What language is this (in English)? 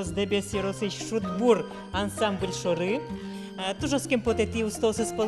Udmurt